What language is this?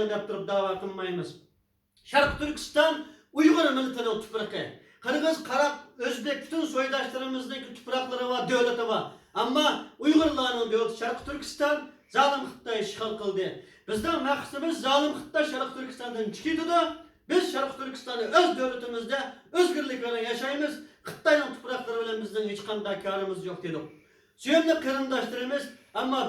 Uyghur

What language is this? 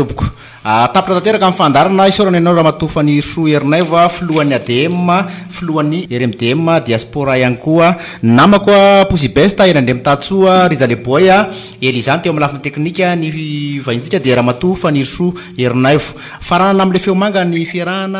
Malagasy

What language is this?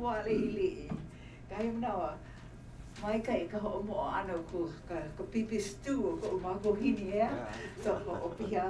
Hawaiian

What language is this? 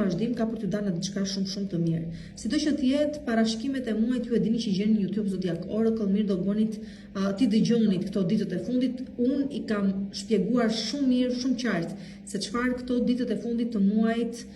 Albanian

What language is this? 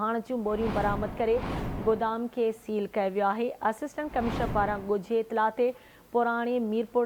Sindhi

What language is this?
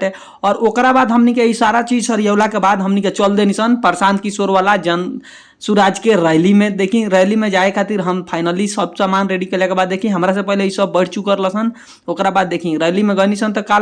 Bhojpuri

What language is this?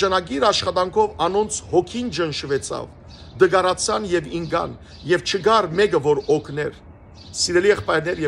Western Armenian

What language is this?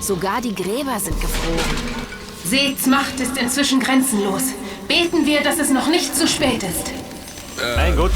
Bavarian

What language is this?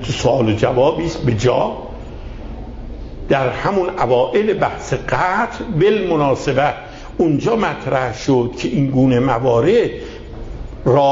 Persian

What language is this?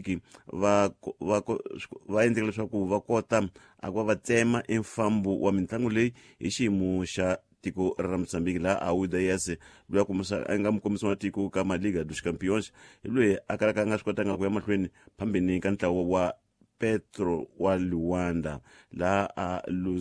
Tsonga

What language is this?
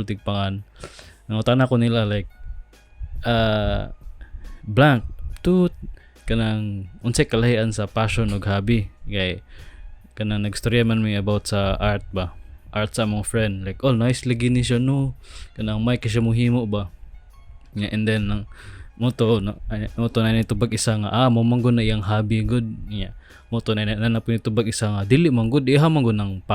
Cebuano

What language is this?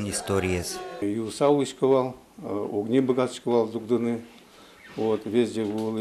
Udmurt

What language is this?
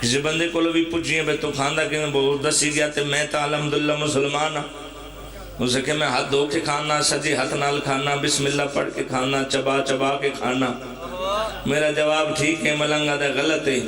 Pahari-Potwari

